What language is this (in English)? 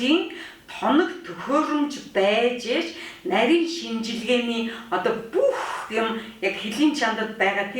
Mongolian